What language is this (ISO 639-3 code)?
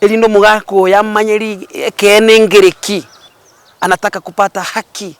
guz